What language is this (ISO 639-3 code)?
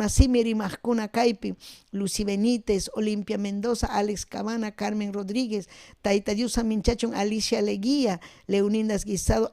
quy